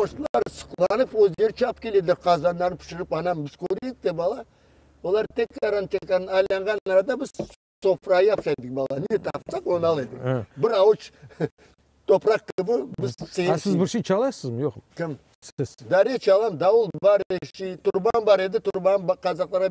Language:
Crimean Tatar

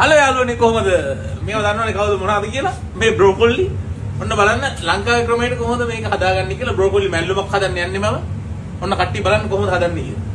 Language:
Sinhala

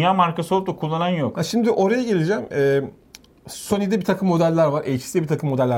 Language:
Turkish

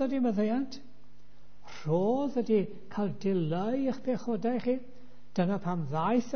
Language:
Welsh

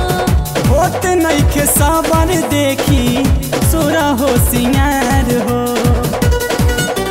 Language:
Bhojpuri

